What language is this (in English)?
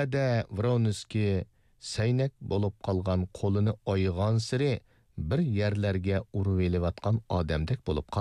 Uyghur